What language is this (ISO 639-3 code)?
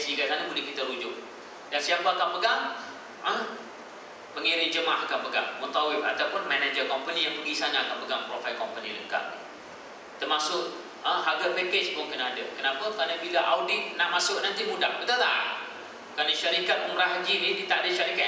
msa